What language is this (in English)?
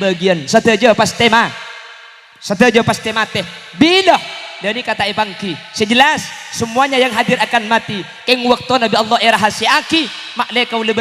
Madurese